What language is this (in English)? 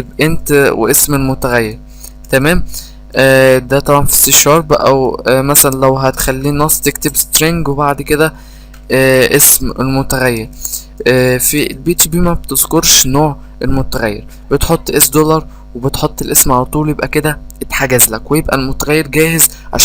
Egyptian Arabic